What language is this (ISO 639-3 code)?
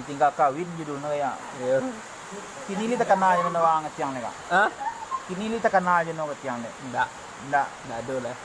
min